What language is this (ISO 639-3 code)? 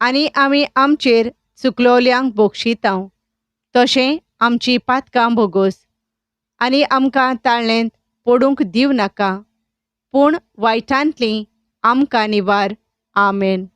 kok